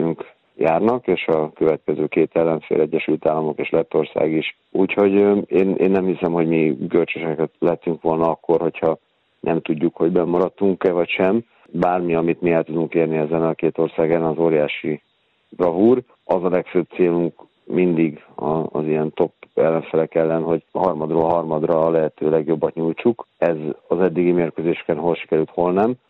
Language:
Hungarian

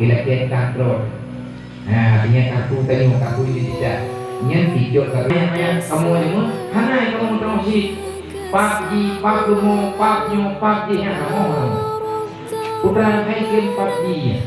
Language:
Achinese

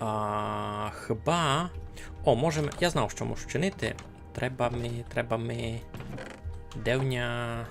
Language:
Rusyn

